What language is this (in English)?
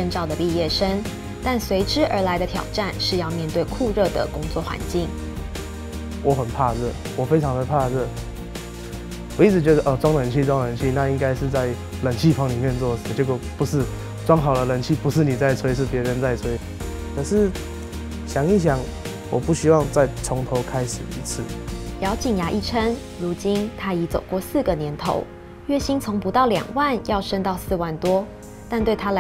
Chinese